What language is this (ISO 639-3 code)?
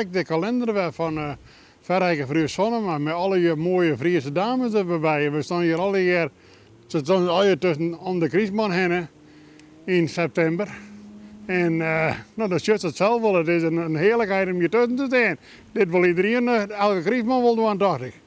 fry